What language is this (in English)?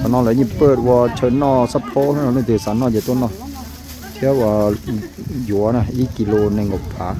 Hmong